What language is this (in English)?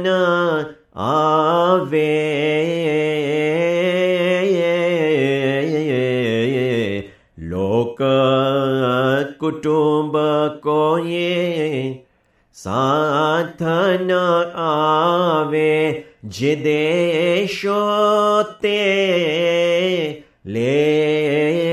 Gujarati